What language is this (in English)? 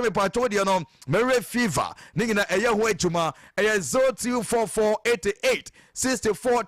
Akan